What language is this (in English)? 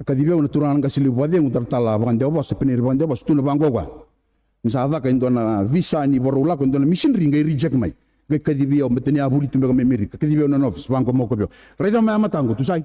Fijian